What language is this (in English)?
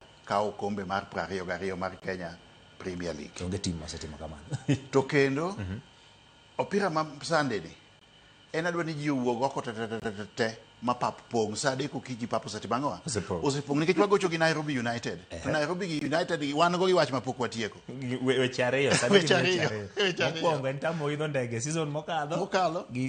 Luo (Kenya and Tanzania)